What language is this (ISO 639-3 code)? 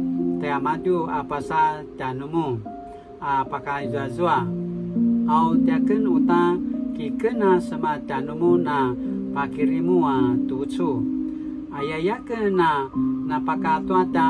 pwn